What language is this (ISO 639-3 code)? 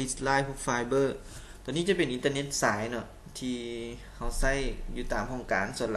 lao